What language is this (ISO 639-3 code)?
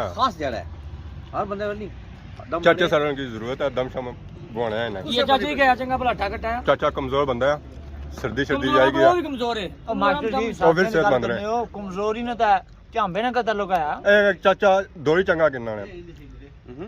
phr